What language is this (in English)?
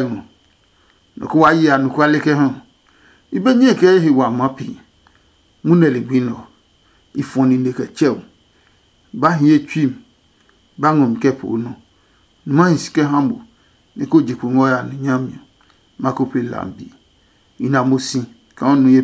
Adangme